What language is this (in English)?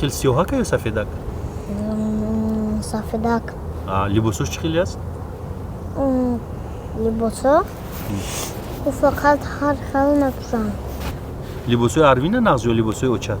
Tajik